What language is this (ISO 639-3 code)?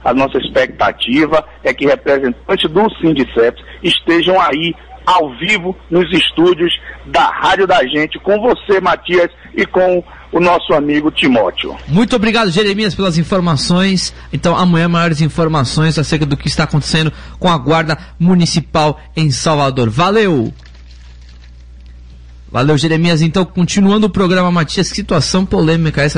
por